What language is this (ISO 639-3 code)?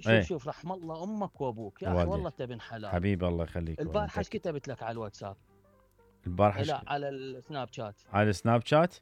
acm